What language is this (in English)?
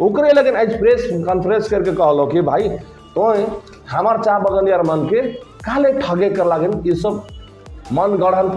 Sadri